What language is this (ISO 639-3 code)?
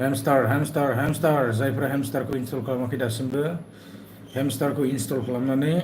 brx